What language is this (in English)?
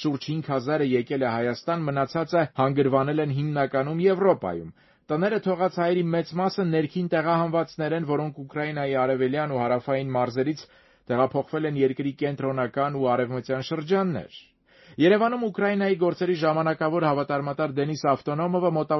Armenian